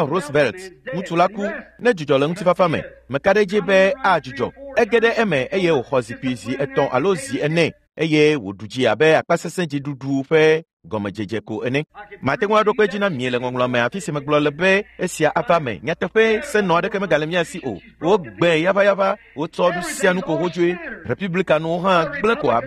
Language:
Ewe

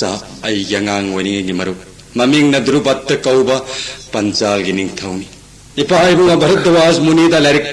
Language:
Manipuri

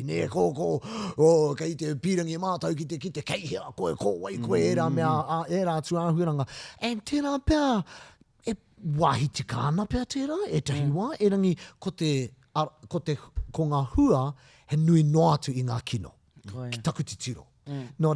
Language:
Māori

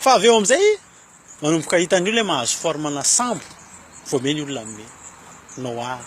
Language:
Malagasy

